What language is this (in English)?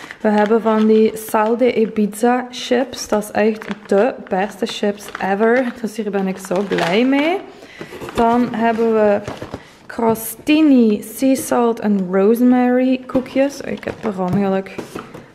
Dutch